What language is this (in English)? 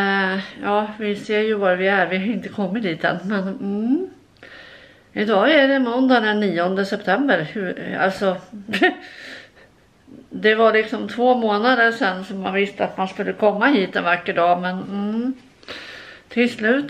Swedish